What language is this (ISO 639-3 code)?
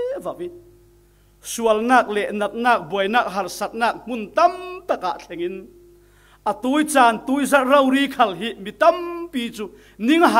cfm